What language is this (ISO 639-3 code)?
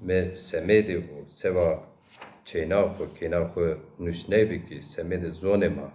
zza